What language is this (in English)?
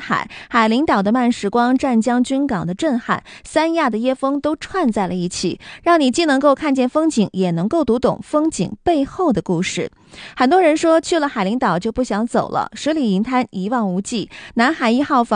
Chinese